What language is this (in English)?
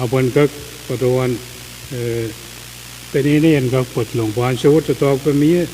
Pohnpeian